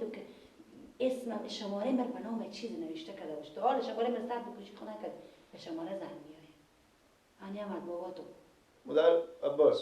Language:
Persian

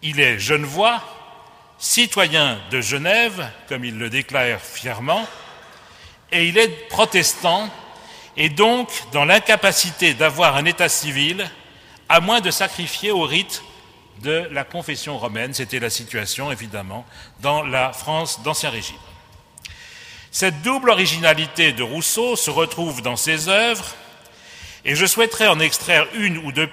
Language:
French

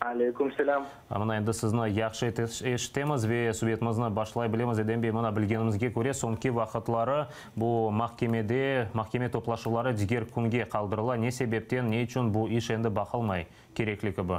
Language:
Crimean Tatar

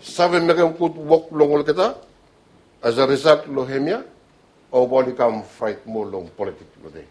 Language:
Bislama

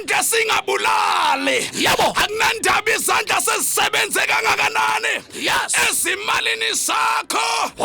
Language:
Zulu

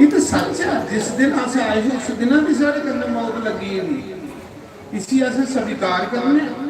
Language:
Dogri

